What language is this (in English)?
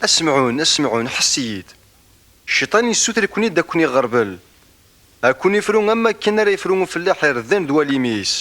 Kabyle